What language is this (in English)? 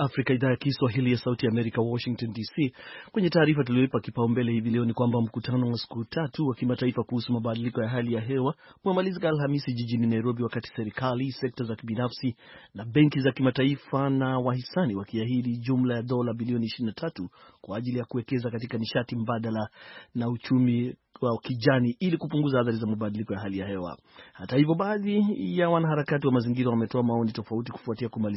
Swahili